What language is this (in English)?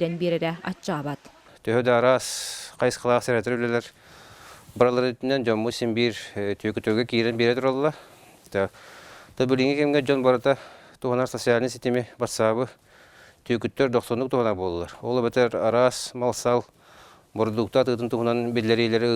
Yakut